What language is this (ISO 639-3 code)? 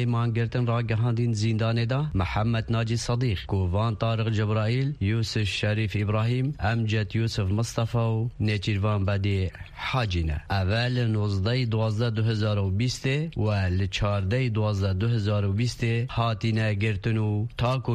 kur